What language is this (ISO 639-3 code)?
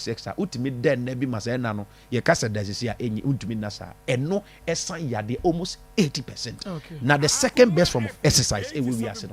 aka